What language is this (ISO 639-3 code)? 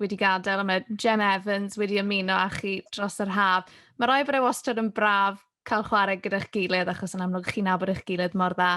cym